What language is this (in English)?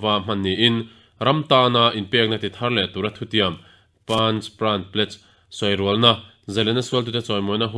Mizo